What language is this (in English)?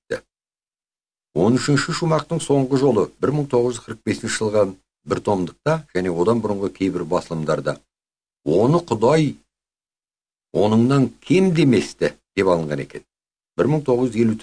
Kazakh